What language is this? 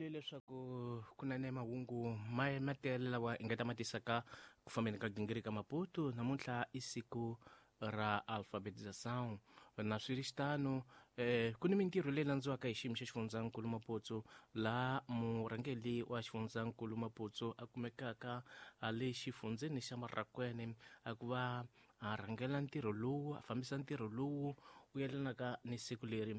Tsonga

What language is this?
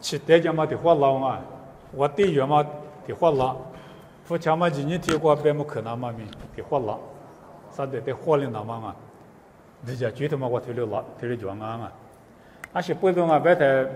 Lisu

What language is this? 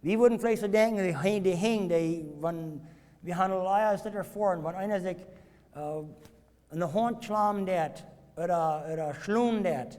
Plautdietsch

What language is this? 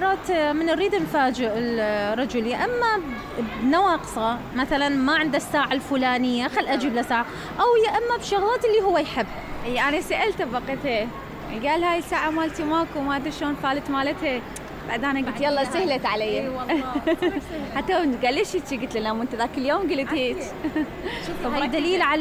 Mesopotamian Arabic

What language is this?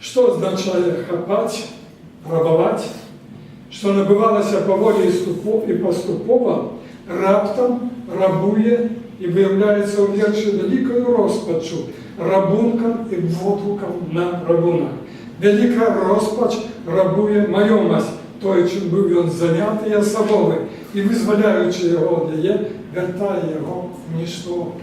Belarusian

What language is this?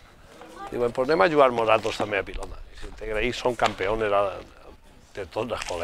Catalan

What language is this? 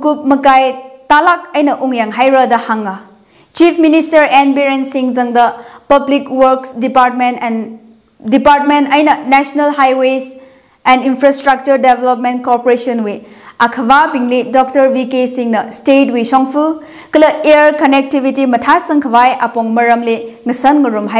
Tangkhul Naga (India)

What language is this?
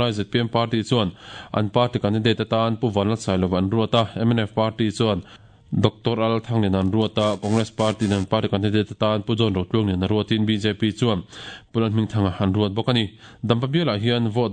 Mizo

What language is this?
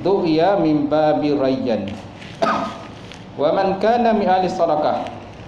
Malay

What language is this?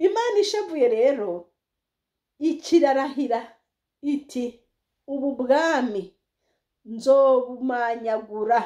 Rundi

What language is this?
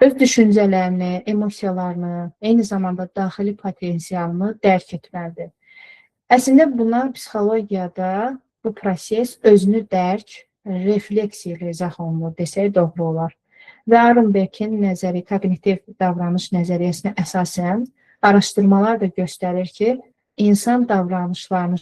Azerbaijani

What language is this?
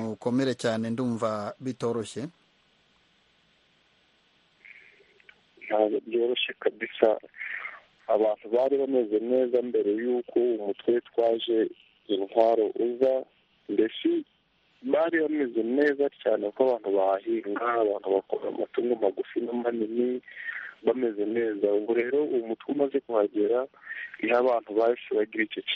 Kinyarwanda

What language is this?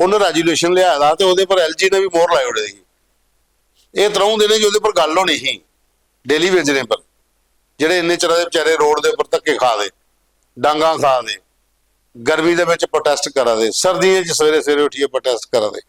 Dogri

